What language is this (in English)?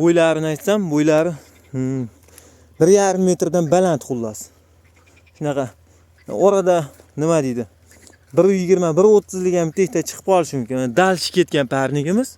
Uzbek